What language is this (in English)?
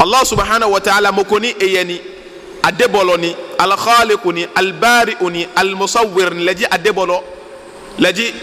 Ga